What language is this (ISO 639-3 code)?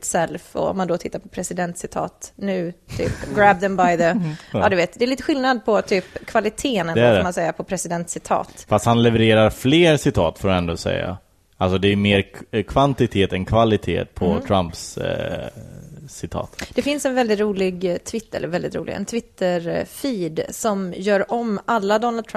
swe